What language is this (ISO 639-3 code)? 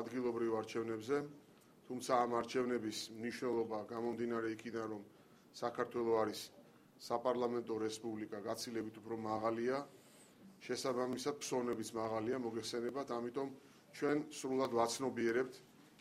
kat